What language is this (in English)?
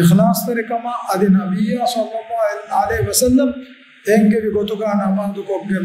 Divehi